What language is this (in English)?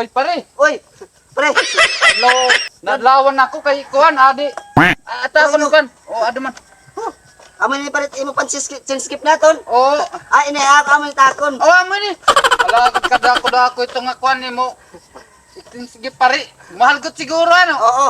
Waray